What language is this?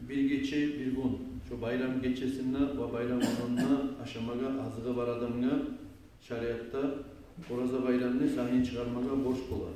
Kumyk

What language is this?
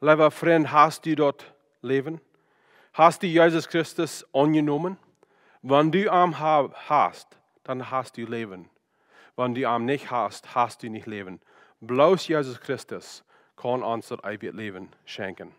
Plautdietsch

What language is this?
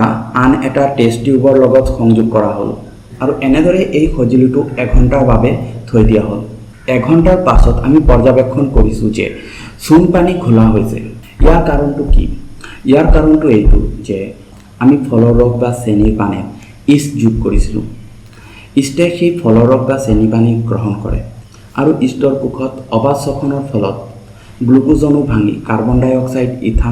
Assamese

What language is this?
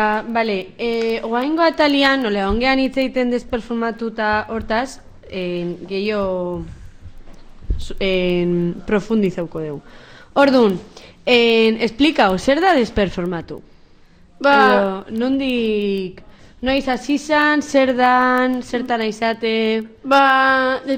Basque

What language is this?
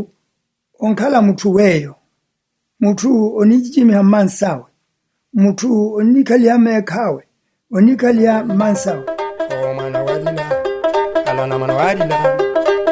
Makhuwa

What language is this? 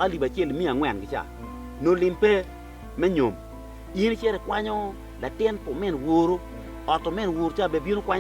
Acoli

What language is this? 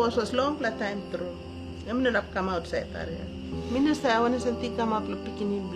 Tok Pisin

